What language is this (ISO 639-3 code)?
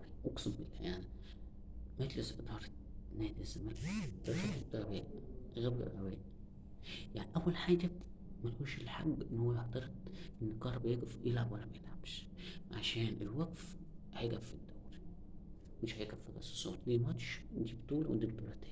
arz